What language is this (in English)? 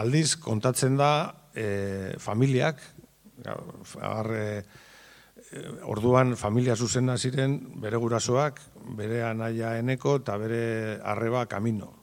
Basque